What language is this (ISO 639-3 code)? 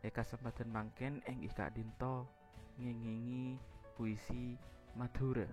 mad